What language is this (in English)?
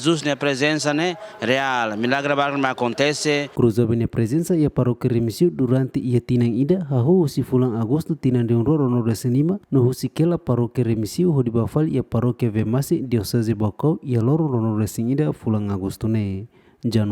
Tetum